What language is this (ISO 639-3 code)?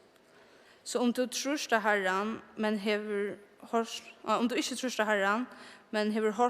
fao